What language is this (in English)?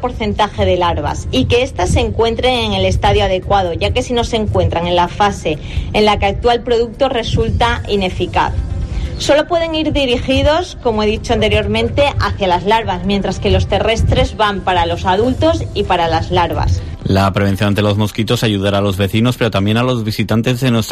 Spanish